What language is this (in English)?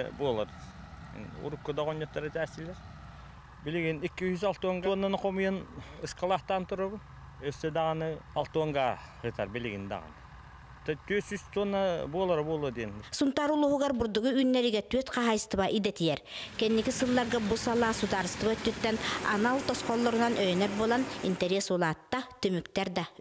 Yakut